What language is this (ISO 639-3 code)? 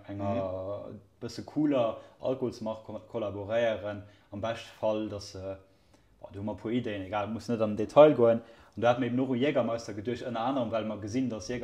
ltz